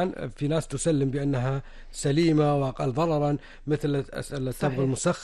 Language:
Arabic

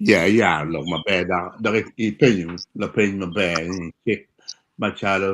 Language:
Acoli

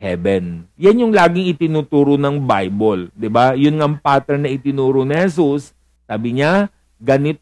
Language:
Filipino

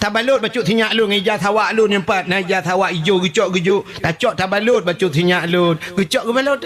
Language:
Achinese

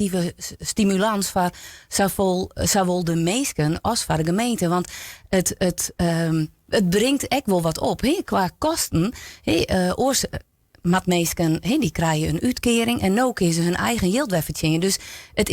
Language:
Western Frisian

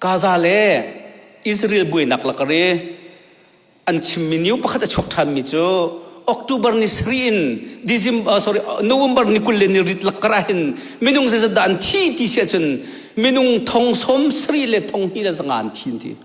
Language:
Hakha Chin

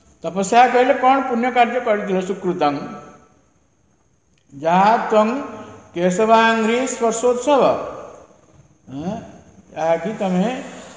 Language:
Odia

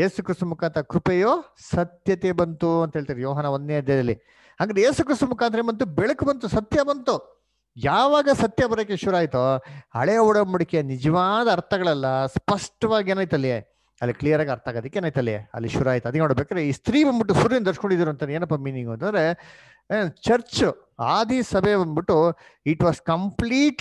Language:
Kannada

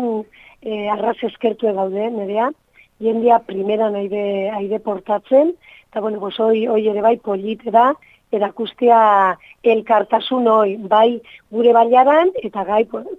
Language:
Basque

